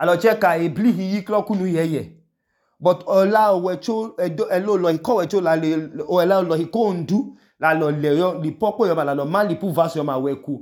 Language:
Idoma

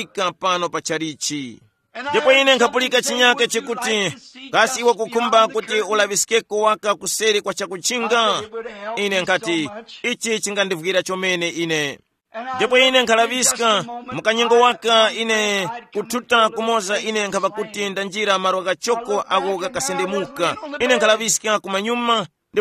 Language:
Tumbuka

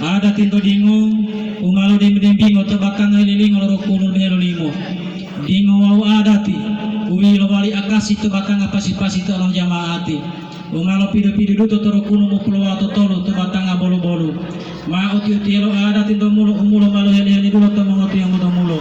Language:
Gorontalo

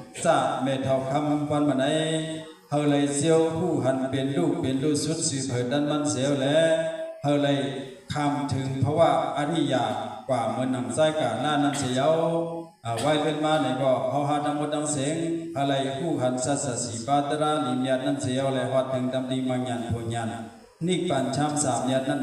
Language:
Shan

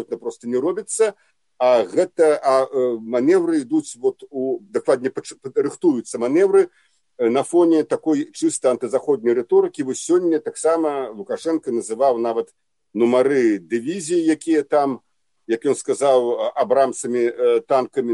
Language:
Belarusian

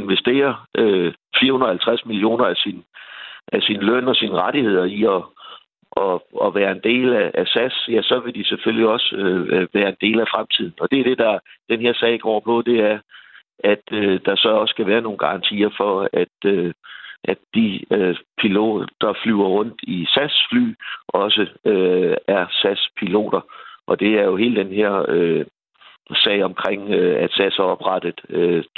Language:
Danish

